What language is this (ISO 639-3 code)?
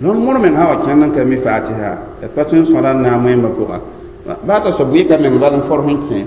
mos